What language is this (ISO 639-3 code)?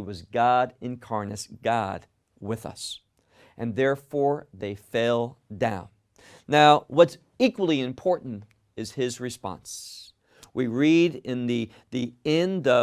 eng